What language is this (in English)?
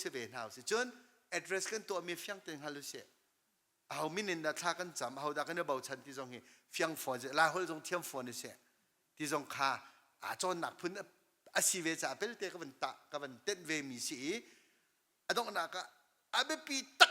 Hakha Chin